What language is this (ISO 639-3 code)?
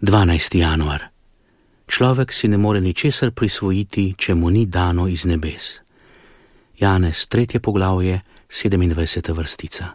slv